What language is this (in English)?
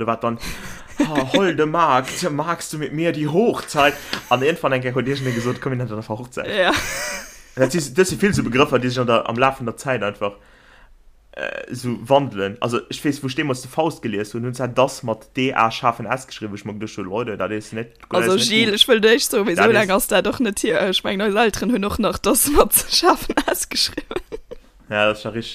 Luxembourgish